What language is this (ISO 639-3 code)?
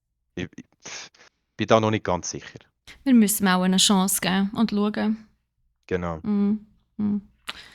gsw